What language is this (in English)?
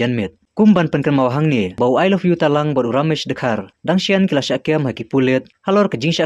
Khasi